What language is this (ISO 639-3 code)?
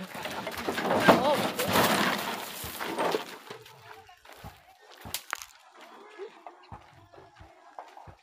fil